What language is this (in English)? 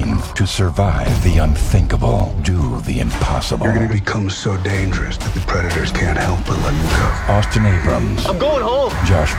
English